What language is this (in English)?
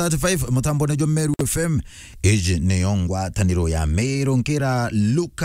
Meru